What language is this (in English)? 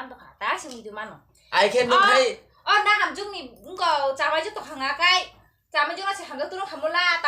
Kok Borok